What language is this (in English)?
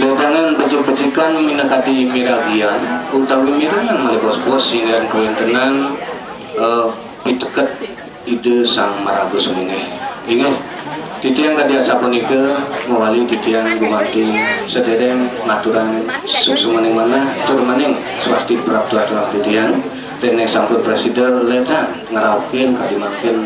Balinese